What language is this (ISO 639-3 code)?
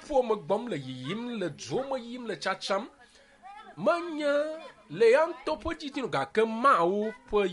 ewe